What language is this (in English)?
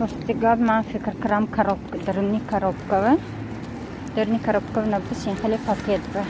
Tajik